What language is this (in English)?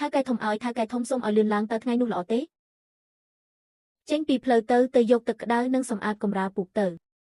Khmer